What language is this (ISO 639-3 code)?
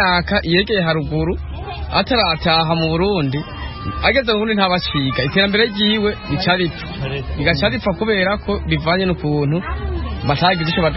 run